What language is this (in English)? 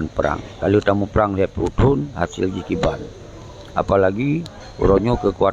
Achinese